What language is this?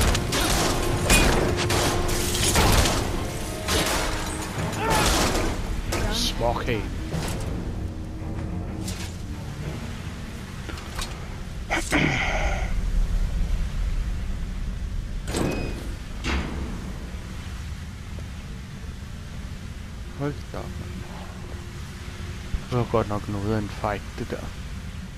Danish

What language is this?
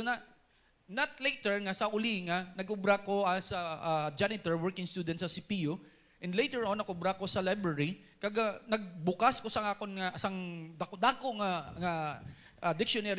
Hiligaynon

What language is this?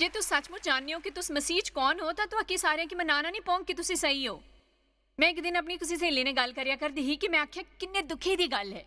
Dogri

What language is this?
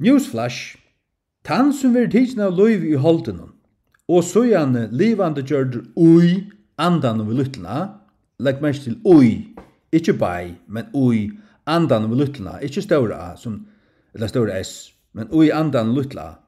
Faroese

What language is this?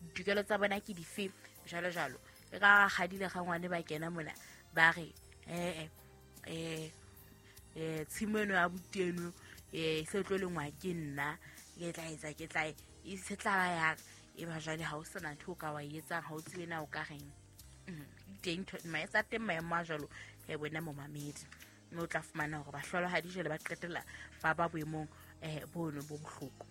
Southern Sotho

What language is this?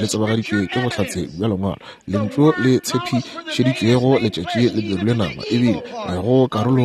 Northern Sotho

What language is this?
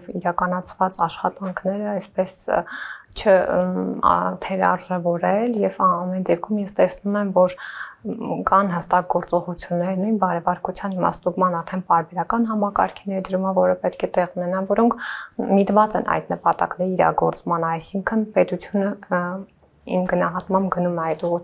Armenian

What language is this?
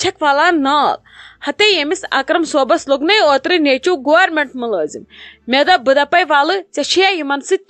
Kashmiri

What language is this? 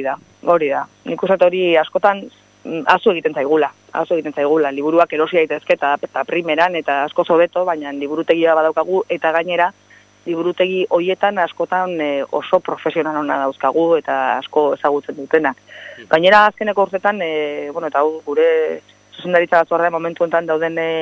Basque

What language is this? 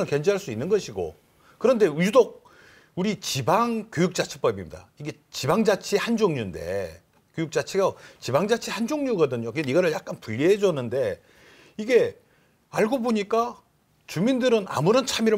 Korean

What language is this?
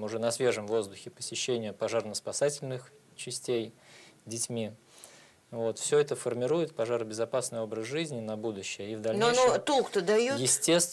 Russian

